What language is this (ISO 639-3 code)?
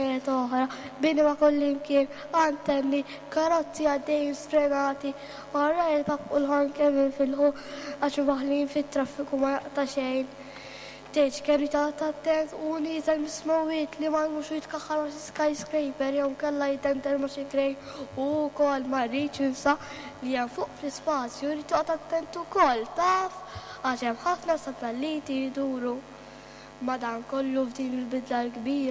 mlt